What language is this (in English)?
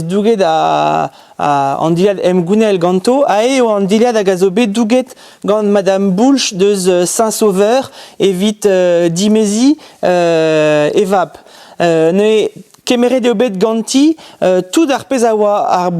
Breton